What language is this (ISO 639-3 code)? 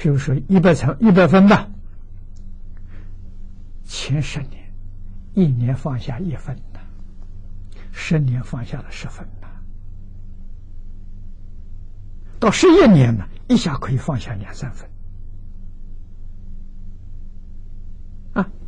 zho